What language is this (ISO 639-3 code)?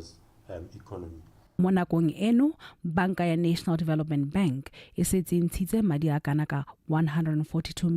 tsn